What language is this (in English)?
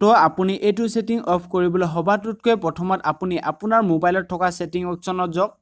Assamese